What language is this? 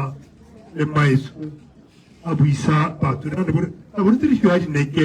Tswana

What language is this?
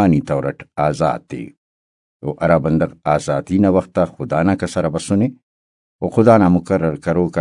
Brahui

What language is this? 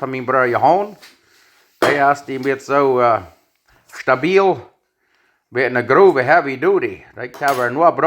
Plautdietsch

